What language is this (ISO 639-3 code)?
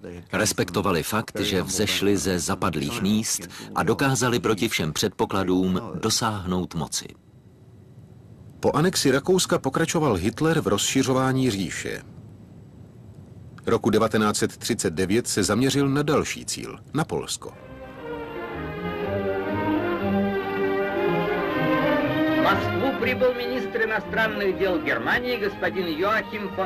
ces